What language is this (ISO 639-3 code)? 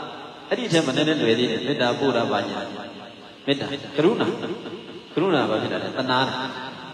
mya